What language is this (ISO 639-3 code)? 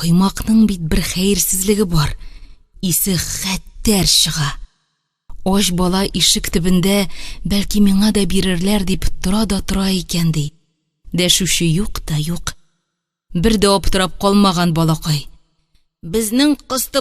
tat